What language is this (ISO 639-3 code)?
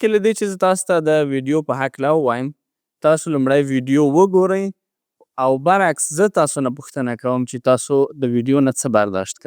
pus